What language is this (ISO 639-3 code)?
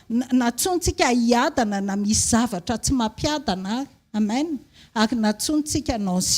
mlg